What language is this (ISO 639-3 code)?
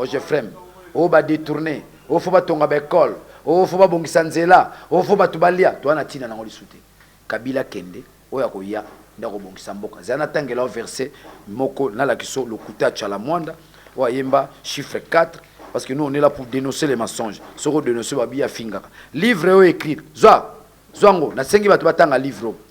lin